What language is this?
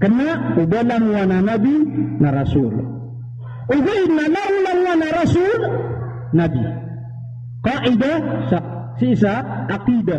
Maranao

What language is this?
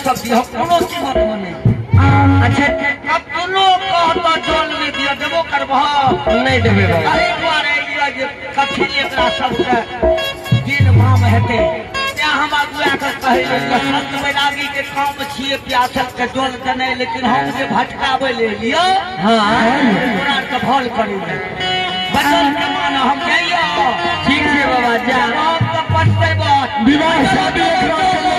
Maithili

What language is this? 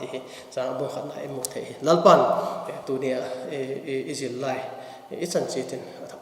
Vaiphei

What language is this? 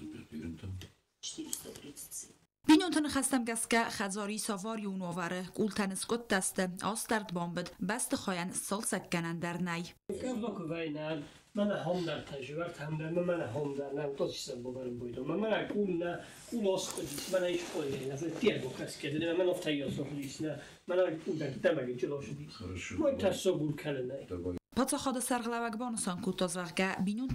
Ossetic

